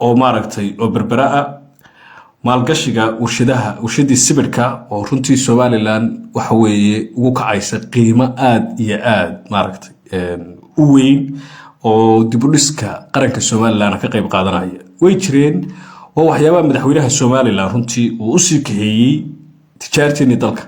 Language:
Somali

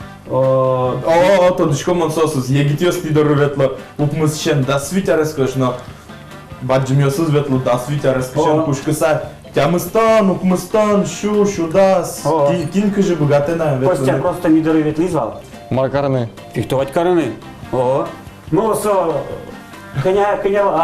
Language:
Udmurt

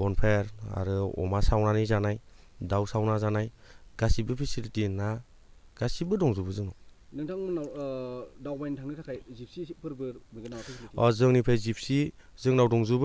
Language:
Bodo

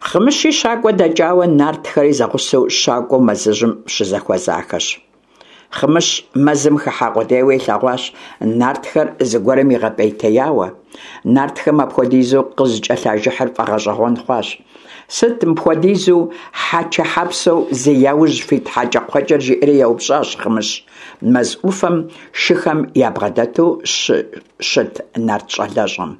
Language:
Kabardian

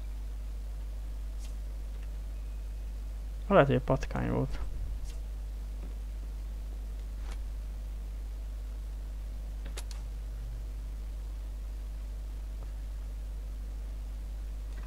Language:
Hungarian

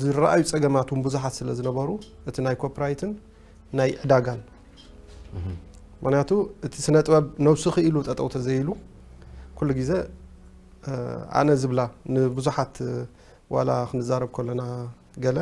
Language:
Tigrinya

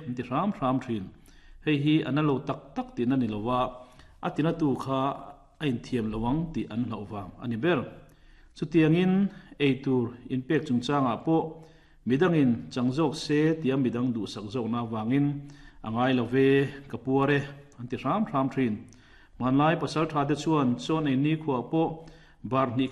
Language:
Mizo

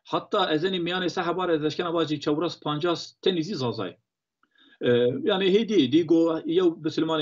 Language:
Zaza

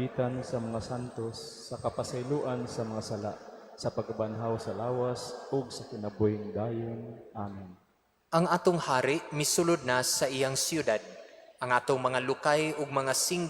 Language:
Cebuano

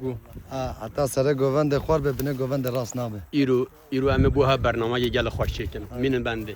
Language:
Kurdish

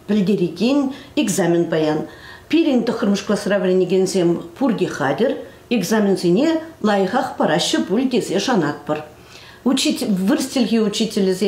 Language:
Chuvash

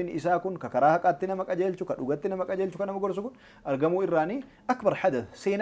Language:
Oromo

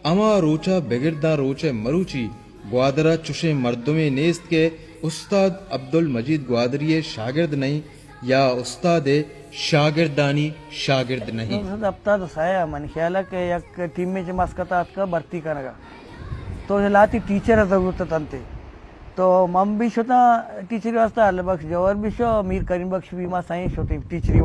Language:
Baluchi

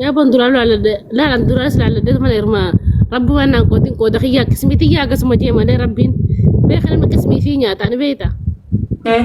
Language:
Oromo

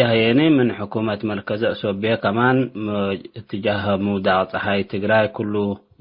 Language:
Tigre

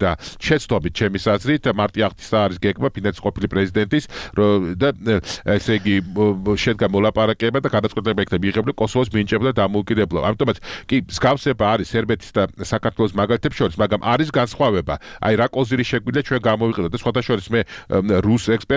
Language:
Georgian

